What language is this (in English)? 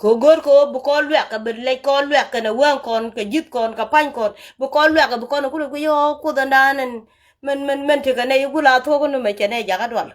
Nuer